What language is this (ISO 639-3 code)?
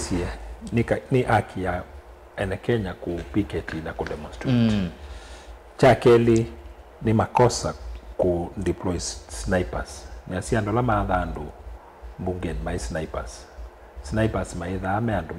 kam